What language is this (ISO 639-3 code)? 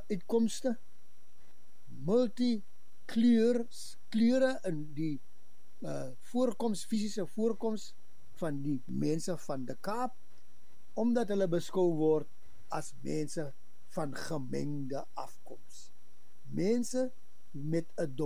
afr